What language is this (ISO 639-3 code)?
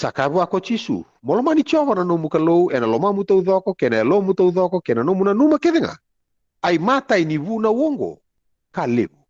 fij